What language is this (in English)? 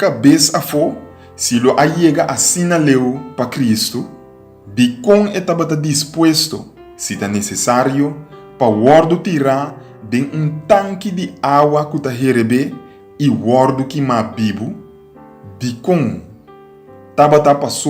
Papiamento